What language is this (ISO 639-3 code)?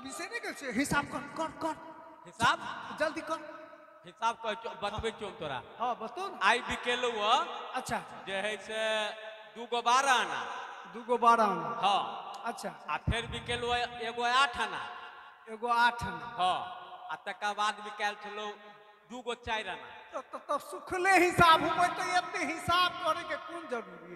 mai